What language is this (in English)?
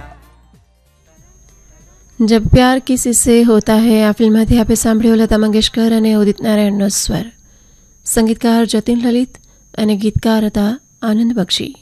Gujarati